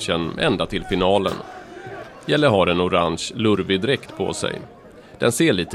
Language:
Swedish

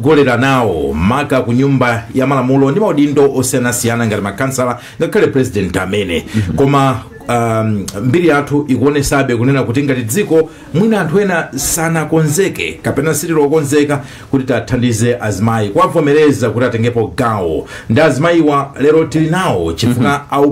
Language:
Nyanja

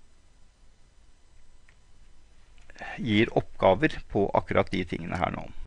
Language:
Norwegian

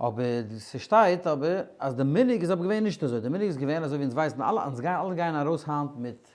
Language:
Yiddish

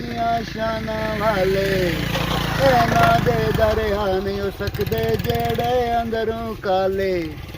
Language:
Pahari-Potwari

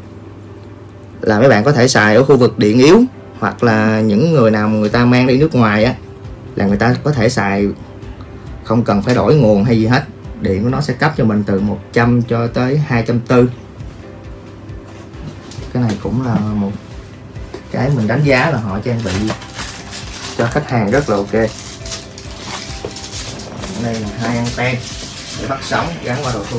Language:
Vietnamese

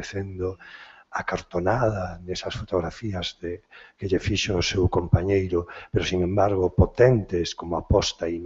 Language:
Galician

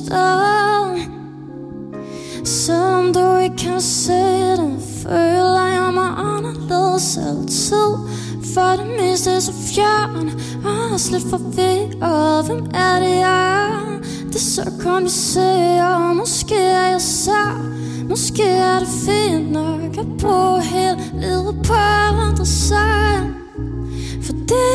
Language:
Danish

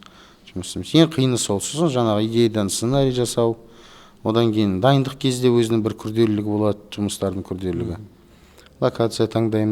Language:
Kazakh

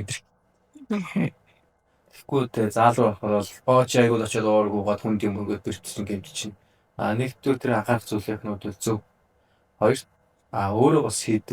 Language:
Mongolian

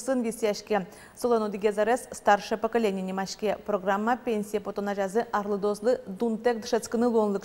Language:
Udmurt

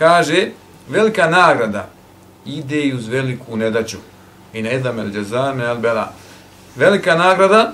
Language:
Bosnian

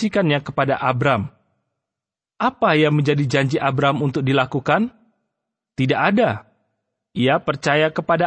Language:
Indonesian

